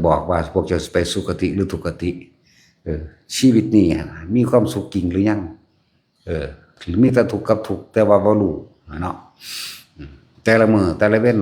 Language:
Northeastern Thai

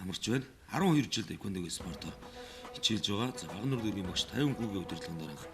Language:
Mongolian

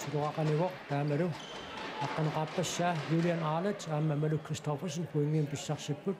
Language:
Kalaallisut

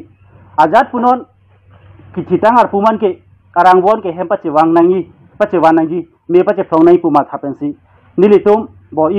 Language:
Karbi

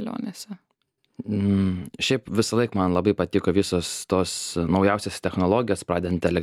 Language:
Lithuanian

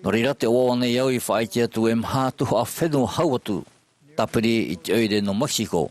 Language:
Tahitian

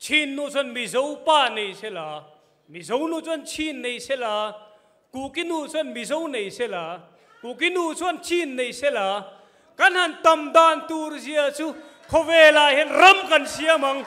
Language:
Falam Chin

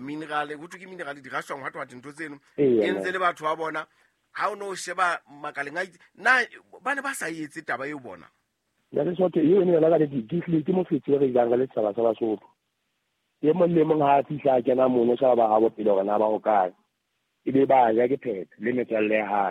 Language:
Southern Sotho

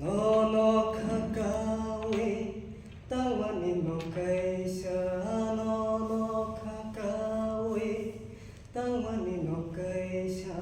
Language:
Kok Borok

